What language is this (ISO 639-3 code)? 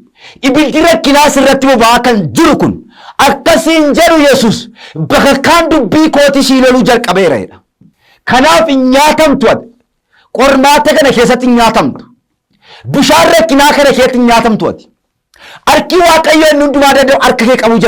orm